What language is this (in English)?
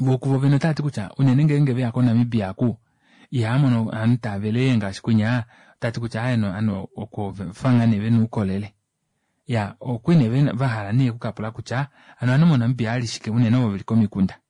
Kuanyama